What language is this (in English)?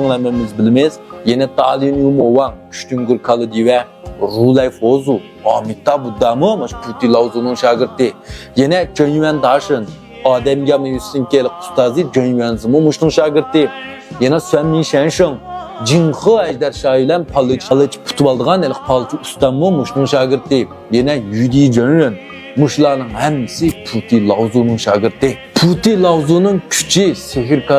Uyghur